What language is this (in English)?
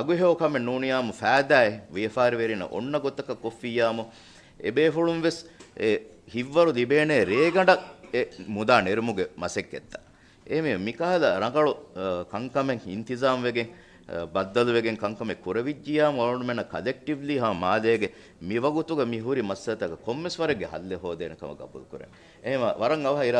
Divehi